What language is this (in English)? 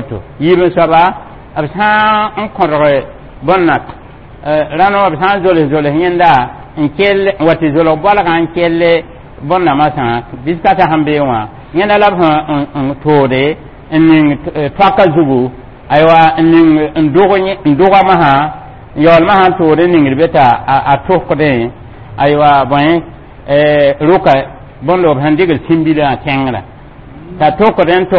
Mossi